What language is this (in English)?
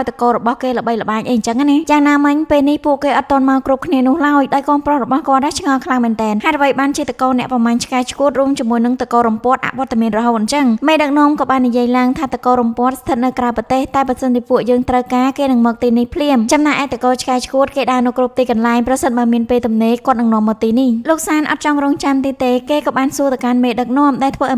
Khmer